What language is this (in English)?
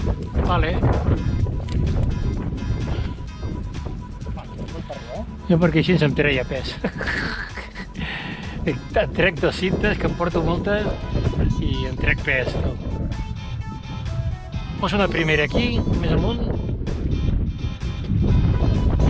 Catalan